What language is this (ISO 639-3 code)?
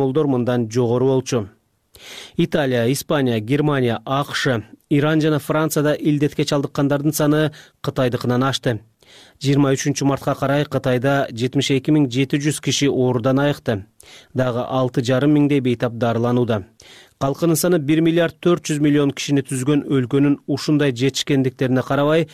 kir